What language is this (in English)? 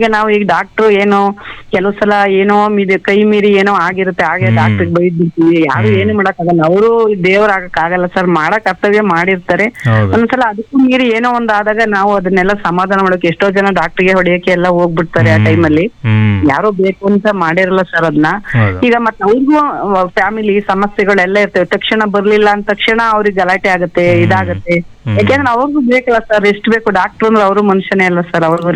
Kannada